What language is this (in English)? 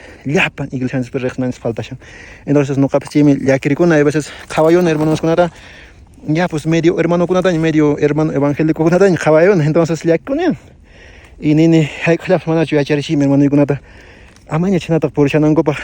Quechua